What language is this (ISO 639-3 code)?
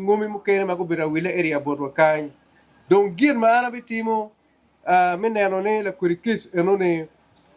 ach